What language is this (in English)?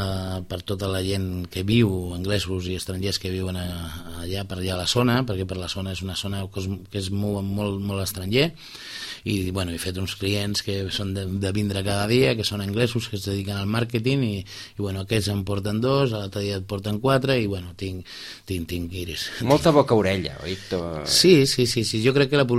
Catalan